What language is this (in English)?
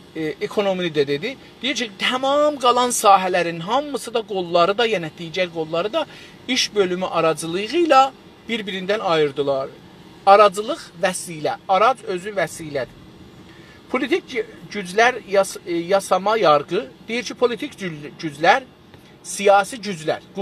South Azerbaijani